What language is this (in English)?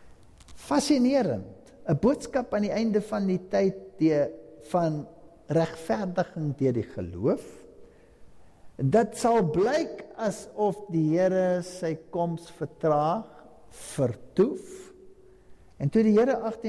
Afrikaans